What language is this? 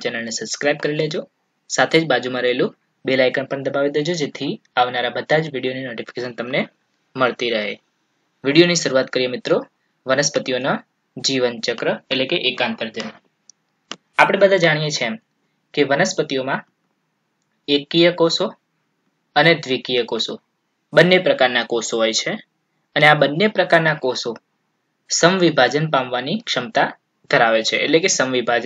Gujarati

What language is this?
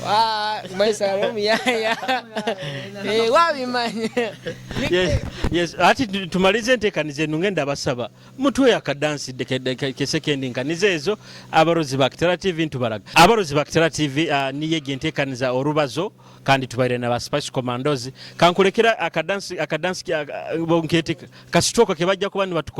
Nyoro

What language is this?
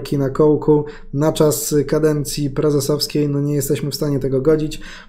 Polish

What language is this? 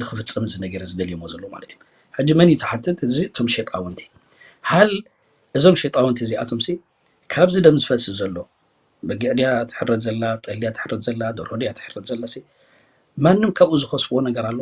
Tigrinya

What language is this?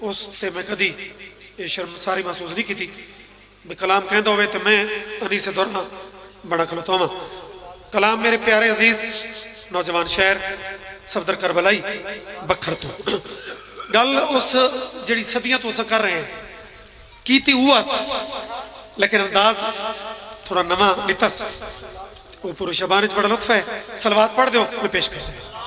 Pahari-Potwari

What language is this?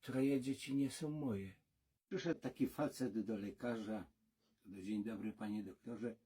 Silesian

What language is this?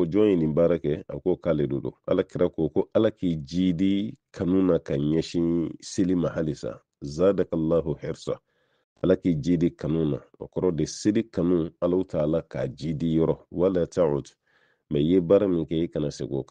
Bambara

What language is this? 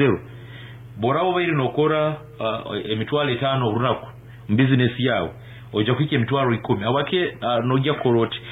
Nyankole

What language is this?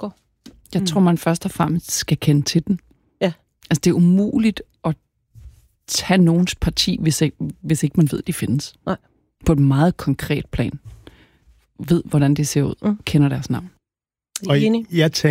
Danish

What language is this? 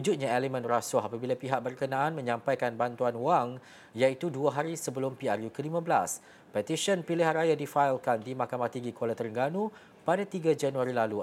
Malay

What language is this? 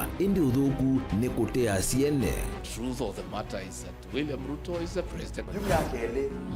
Kamba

